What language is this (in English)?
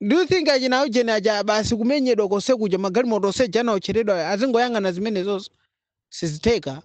Nyanja